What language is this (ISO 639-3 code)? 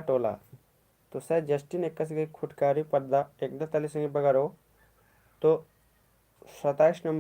kru